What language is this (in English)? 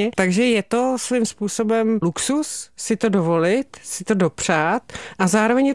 Czech